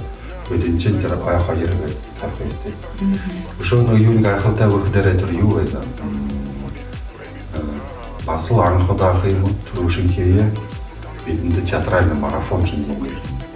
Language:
Buriat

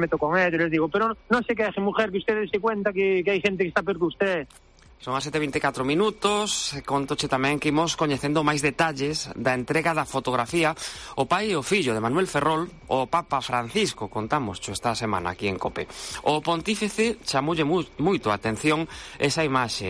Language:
Galician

